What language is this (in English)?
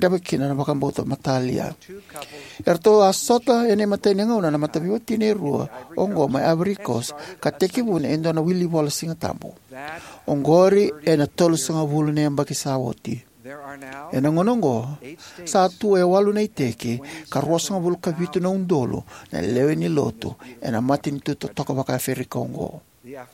Fijian